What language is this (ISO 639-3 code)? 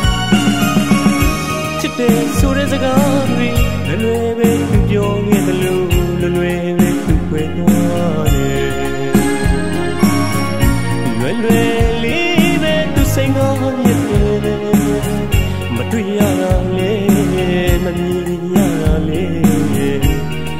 mya